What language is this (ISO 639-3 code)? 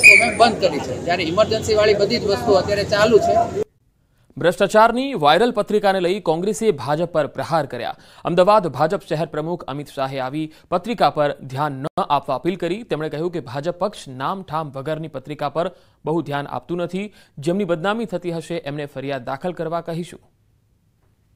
guj